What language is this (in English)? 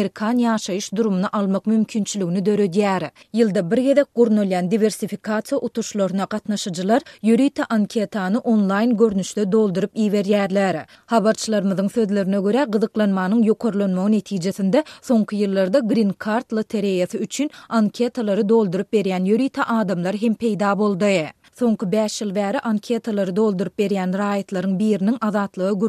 Turkmen